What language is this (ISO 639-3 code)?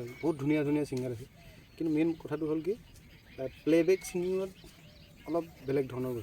asm